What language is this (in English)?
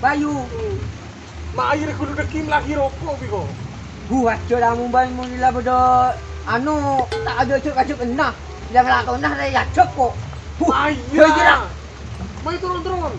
Madurese